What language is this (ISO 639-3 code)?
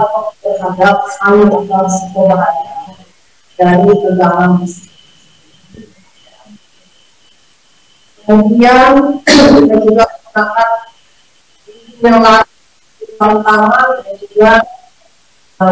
ind